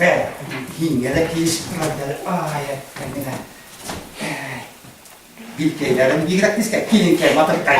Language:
Bashkir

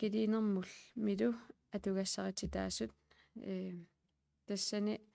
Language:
Kalaallisut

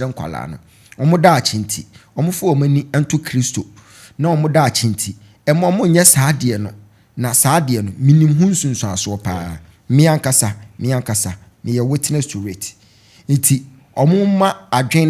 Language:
Akan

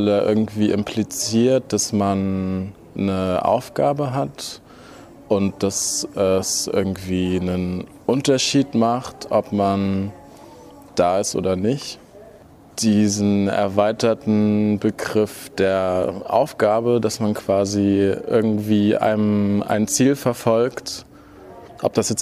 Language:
German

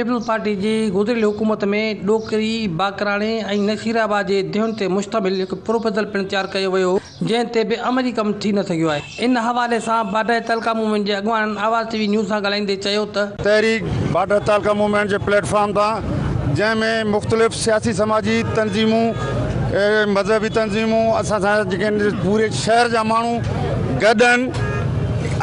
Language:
Sindhi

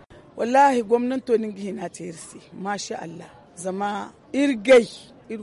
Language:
Zarma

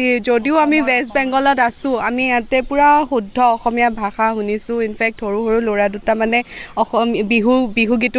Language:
Assamese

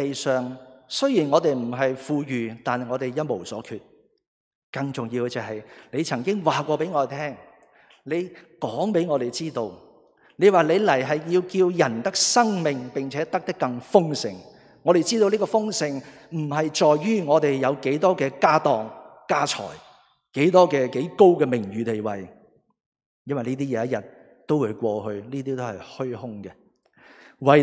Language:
Cantonese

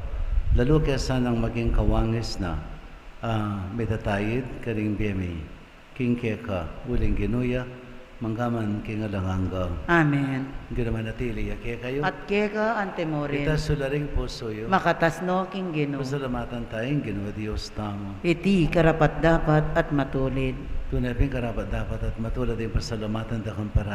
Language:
Pampanga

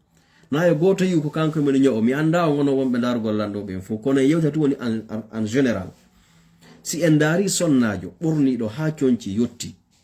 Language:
Fula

